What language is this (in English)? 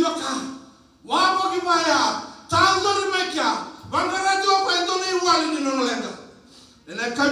Fijian